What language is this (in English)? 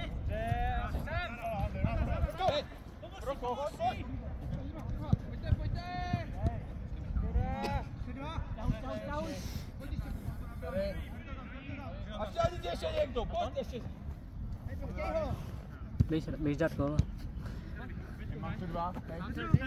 Czech